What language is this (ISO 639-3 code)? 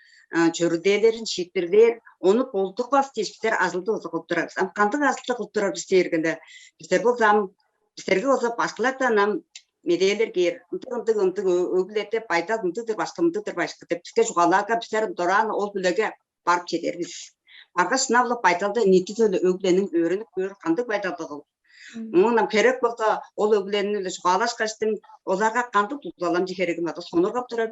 tyv